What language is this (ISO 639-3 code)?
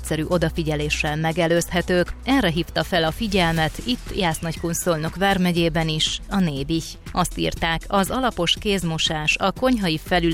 hun